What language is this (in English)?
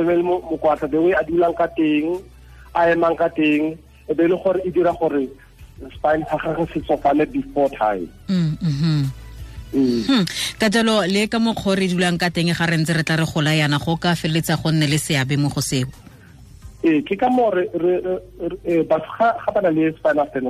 Tswana